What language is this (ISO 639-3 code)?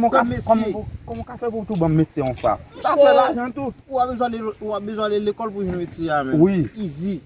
hat